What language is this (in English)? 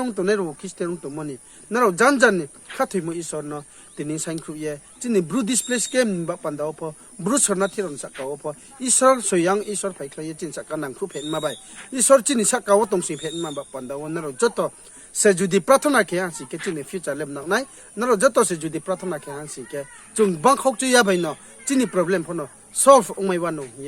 Riang (India)